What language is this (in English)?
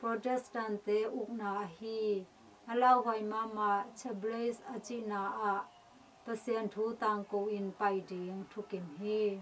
Tedim Chin